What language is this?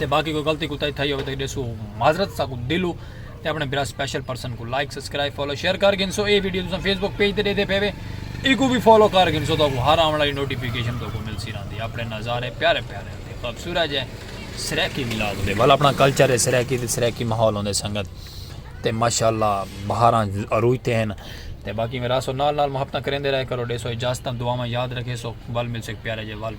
Saraiki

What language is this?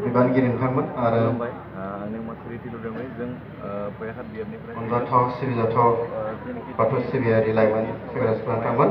Bodo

